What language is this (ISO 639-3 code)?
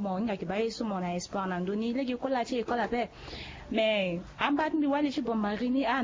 sag